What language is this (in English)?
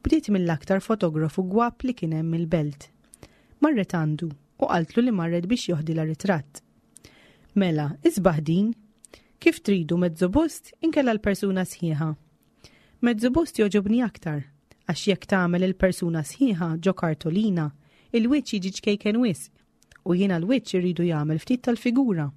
Maltese